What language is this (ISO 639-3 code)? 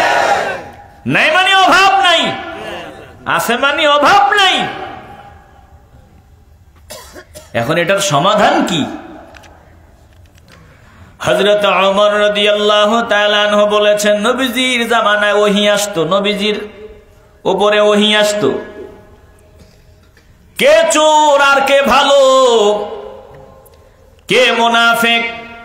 ben